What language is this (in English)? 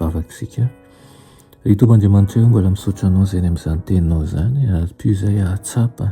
Malagasy